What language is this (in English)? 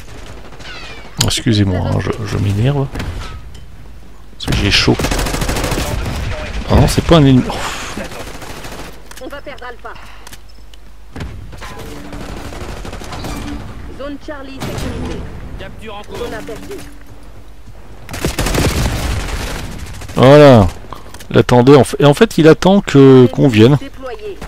French